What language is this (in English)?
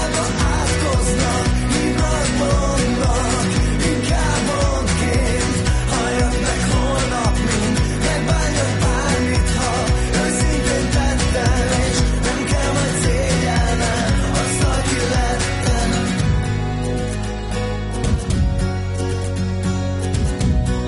Hungarian